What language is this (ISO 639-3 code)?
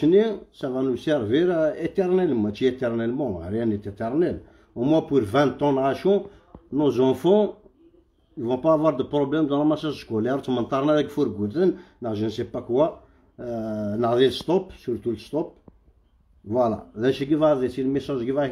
kab